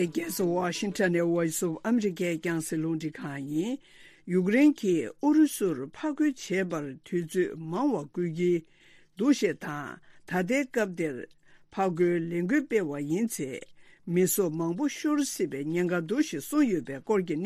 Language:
Tibetan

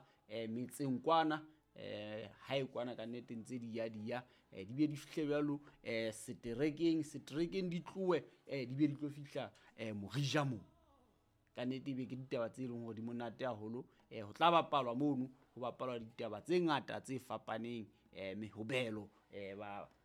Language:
Southern Sotho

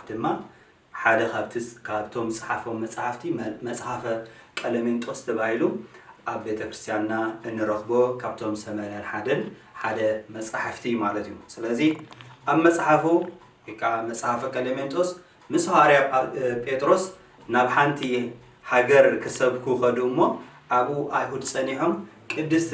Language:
Tigrinya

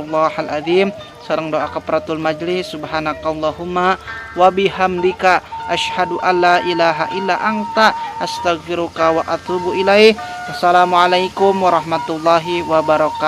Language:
Sundanese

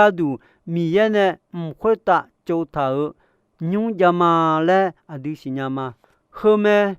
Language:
Akha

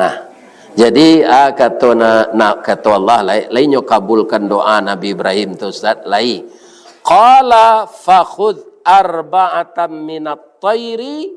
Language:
Minangkabau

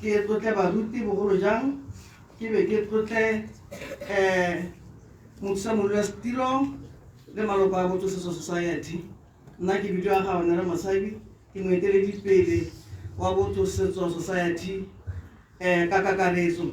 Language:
Tswana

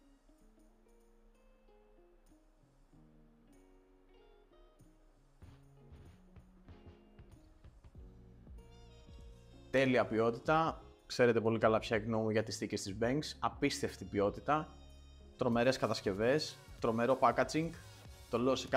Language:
Greek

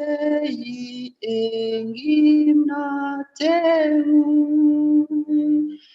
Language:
Kalenjin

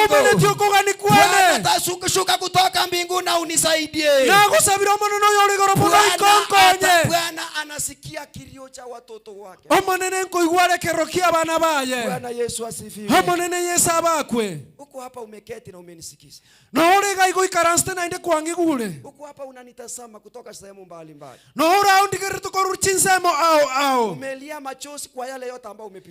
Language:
Gusii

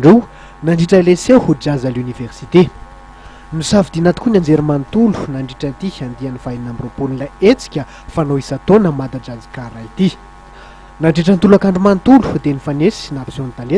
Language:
Malagasy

